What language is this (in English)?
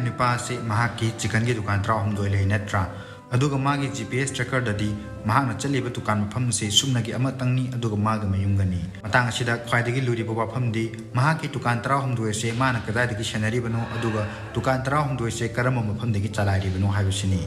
Manipuri